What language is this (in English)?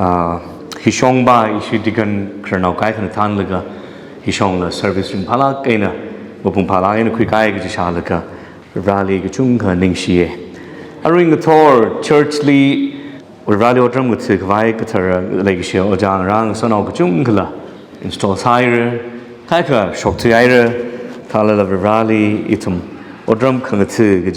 Tangkhul Naga (India)